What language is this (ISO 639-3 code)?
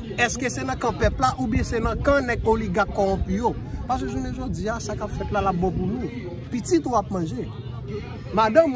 hat